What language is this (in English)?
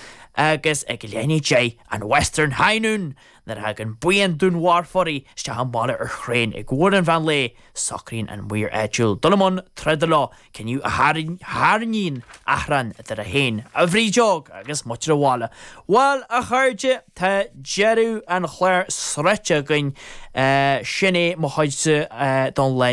Irish